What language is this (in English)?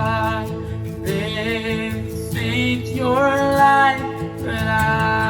Morisyen